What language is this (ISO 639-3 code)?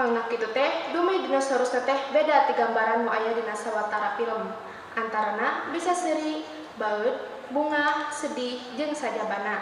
sun